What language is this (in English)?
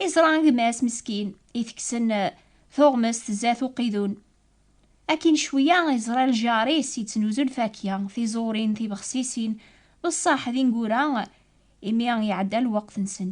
Kabyle